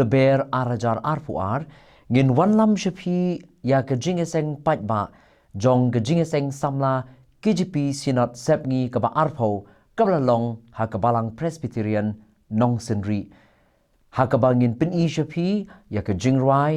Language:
Khasi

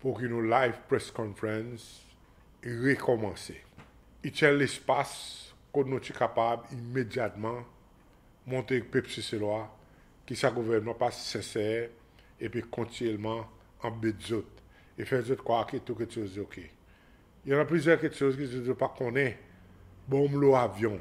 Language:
Seselwa Creole French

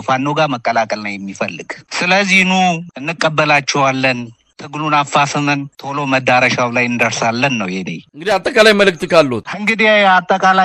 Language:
Amharic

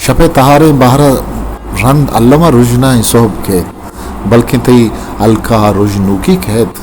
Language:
Eastern Balochi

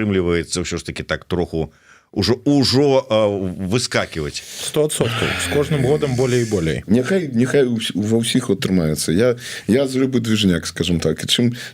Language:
Belarusian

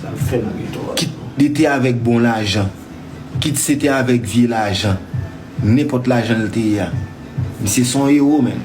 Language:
Haitian Creole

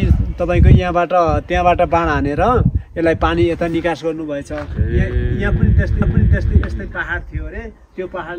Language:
Nepali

